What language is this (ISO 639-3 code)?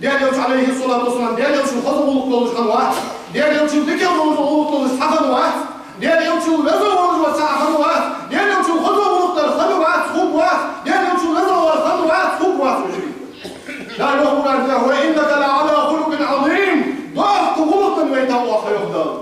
inh